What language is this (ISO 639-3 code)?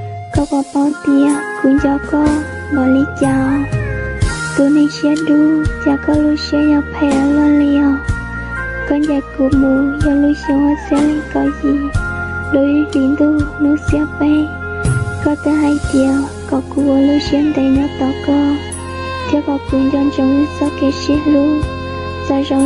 hmn